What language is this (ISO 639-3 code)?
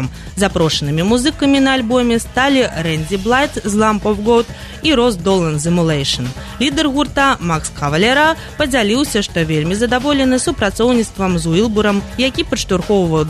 bel